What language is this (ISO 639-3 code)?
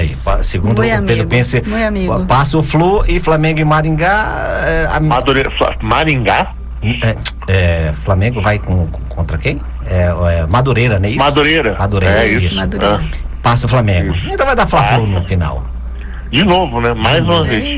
por